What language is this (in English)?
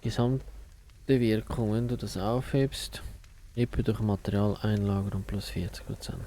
Swiss German